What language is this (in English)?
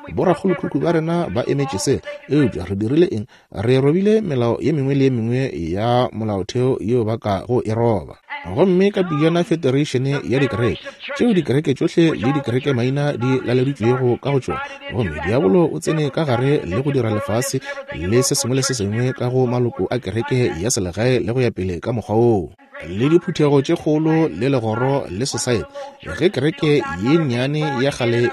Northern Sotho